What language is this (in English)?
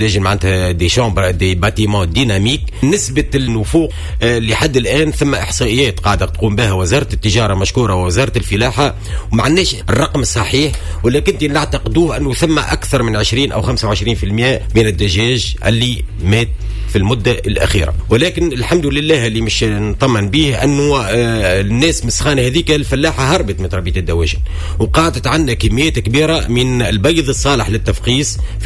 Tunisian Arabic